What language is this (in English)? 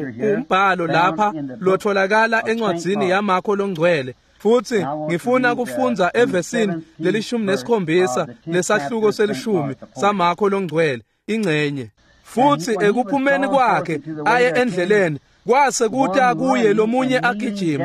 Swati